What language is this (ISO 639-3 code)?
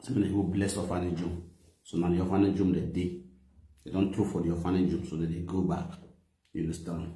pcm